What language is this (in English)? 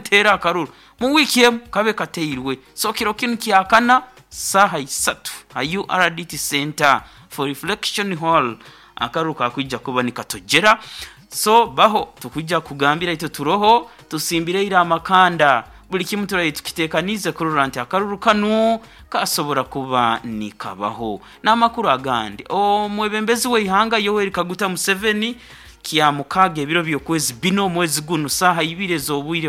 Nyoro